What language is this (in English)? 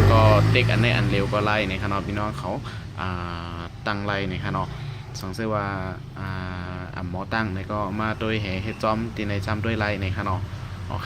Shan